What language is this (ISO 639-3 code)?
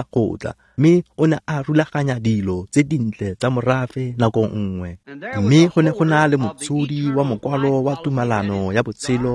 tsn